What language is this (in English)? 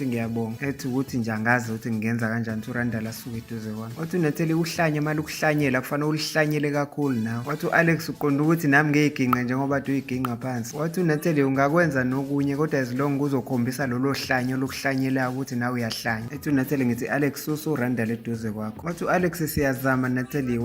Zulu